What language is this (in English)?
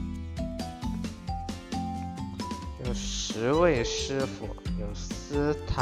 Chinese